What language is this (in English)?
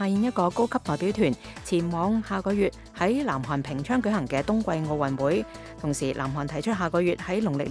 Cantonese